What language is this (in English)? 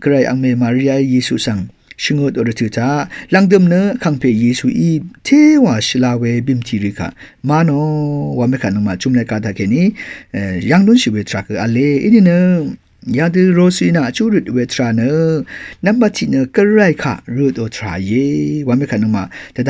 Rawang